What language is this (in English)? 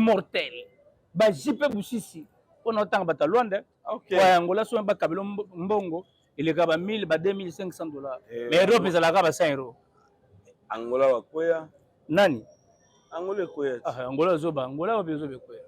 Lingala